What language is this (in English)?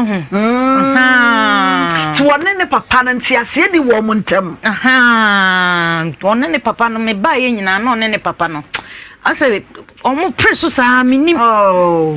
Akan